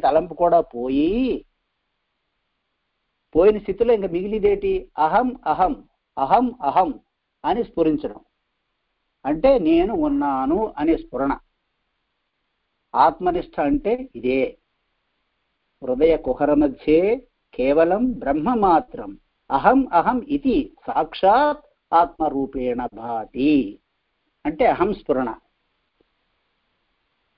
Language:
Telugu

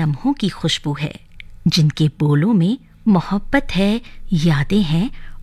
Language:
Hindi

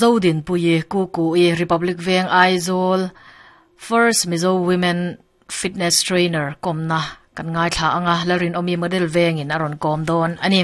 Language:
Mizo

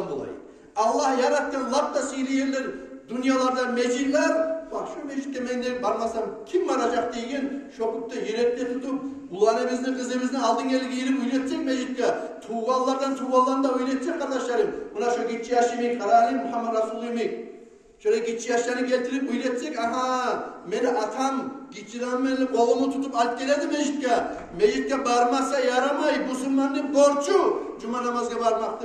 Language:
Kumyk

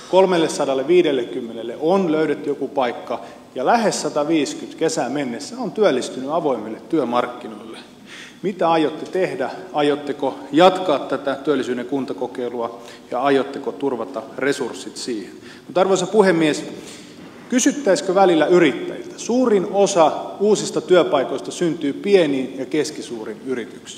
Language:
Finnish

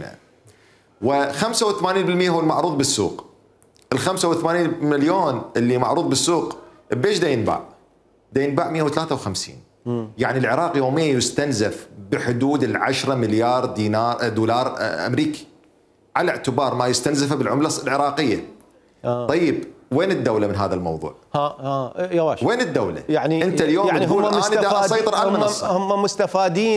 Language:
Mesopotamian Arabic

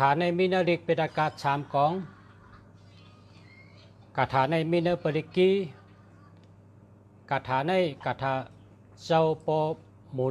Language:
Shan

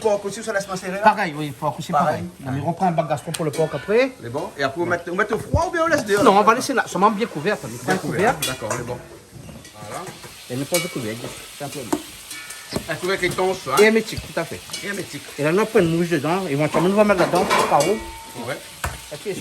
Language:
Réunion Creole French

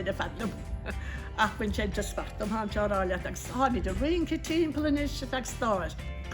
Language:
Irish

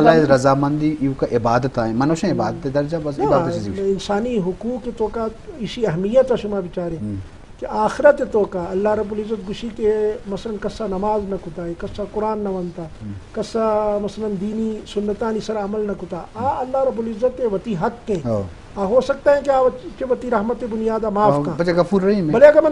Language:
Eastern Balochi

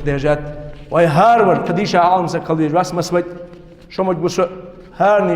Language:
Ingush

